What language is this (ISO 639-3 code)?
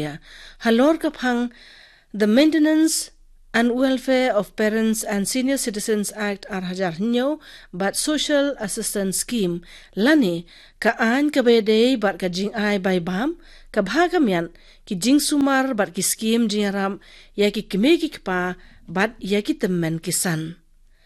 kha